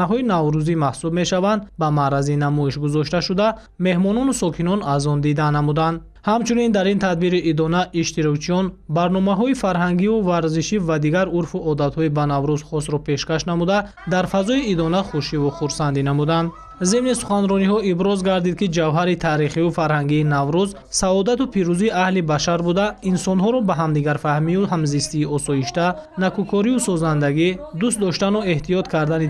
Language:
Tajik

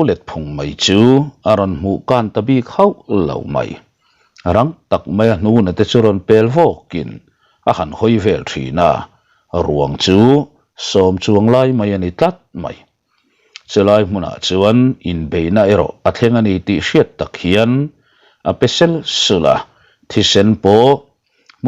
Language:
Mizo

